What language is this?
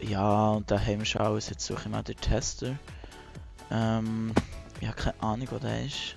Swiss German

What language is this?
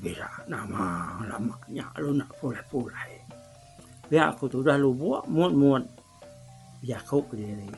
Iban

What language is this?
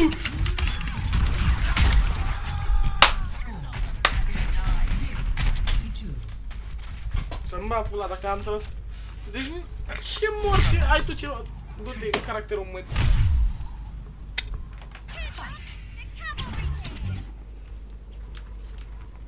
Romanian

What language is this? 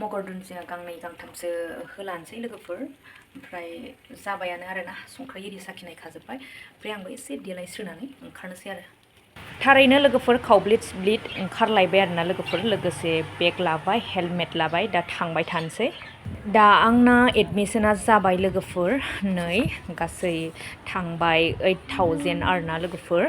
Bodo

